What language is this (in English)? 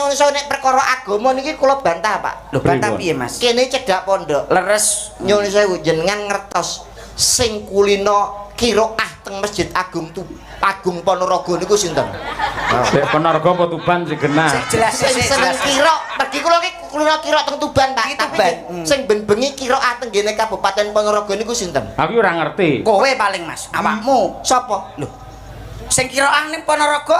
Javanese